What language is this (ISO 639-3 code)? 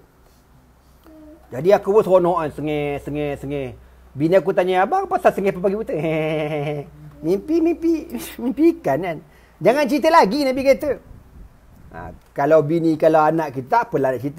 msa